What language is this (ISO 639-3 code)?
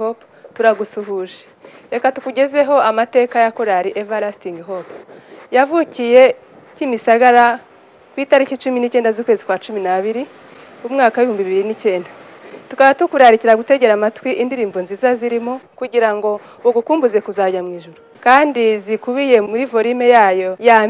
kin